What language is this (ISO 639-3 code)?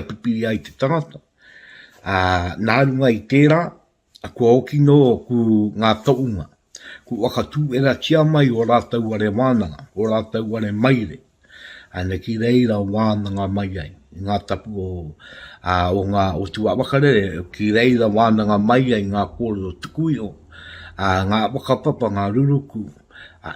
mri